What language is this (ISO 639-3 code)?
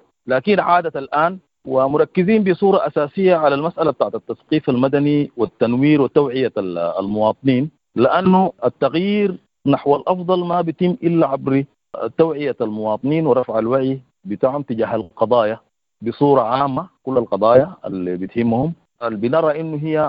apd